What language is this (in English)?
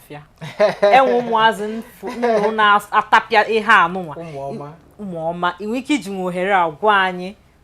Igbo